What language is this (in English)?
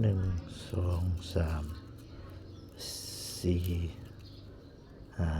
Northeastern Thai